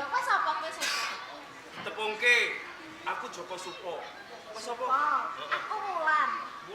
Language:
Javanese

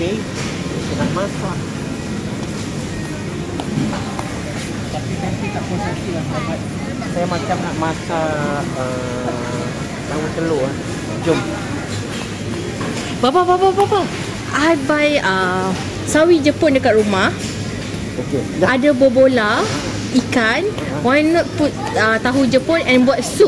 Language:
Malay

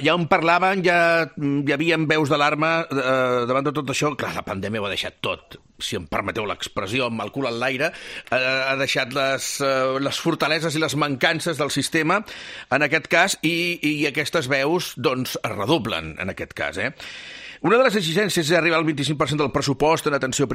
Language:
Catalan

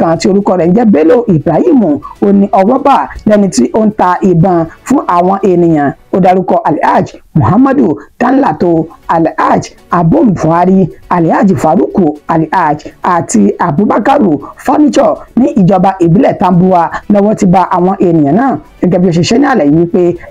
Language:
Yoruba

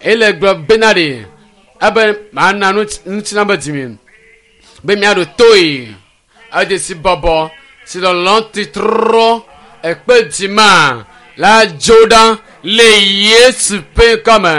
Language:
Ewe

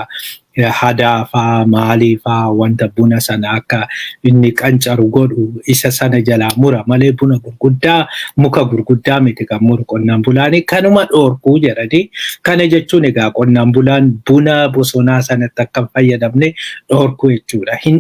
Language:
Oromo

